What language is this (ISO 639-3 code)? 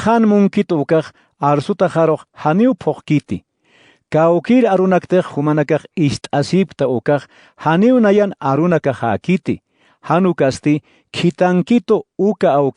aym